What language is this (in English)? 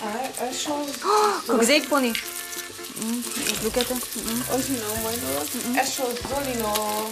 Udmurt